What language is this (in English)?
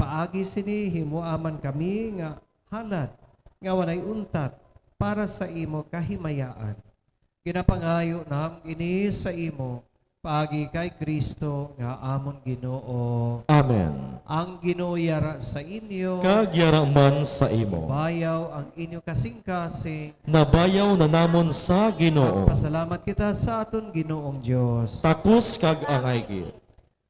Hiligaynon